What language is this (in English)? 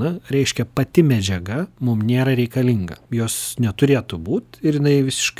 Lithuanian